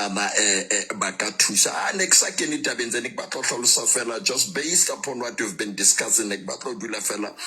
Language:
Southern Sotho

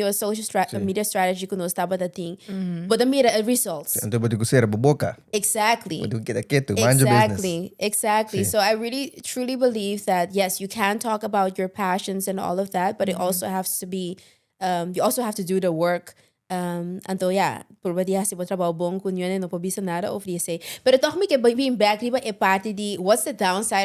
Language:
Papiamento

